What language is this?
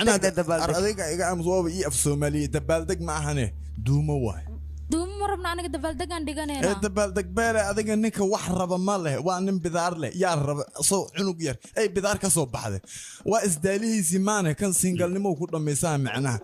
Somali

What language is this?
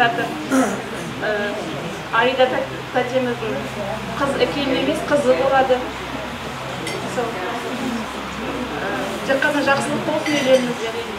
Kazakh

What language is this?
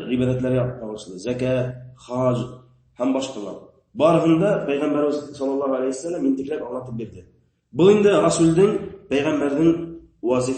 Bashkir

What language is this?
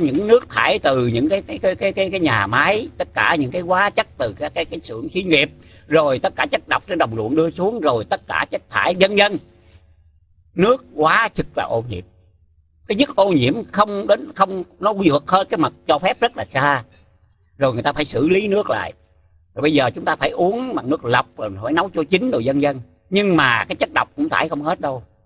Vietnamese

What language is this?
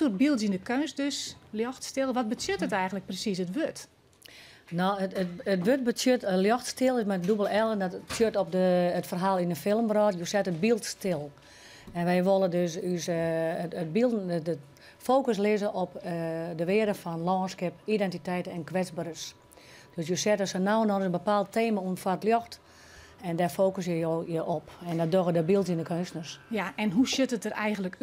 Western Frisian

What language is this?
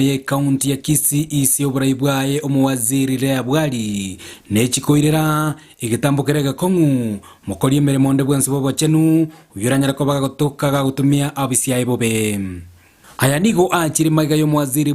Gusii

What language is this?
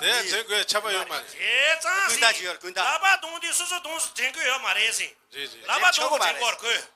Tibetan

